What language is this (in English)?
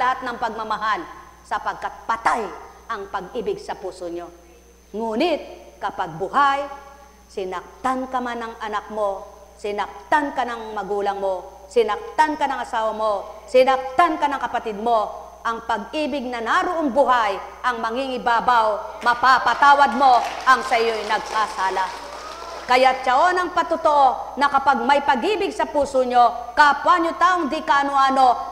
Filipino